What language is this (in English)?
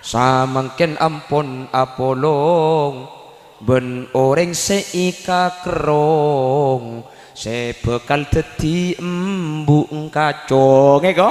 Madurese